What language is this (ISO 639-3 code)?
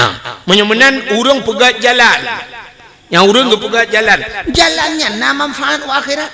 ace